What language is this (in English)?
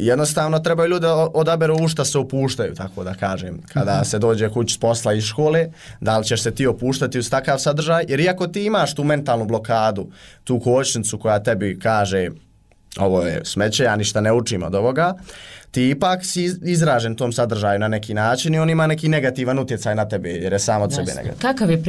Bosnian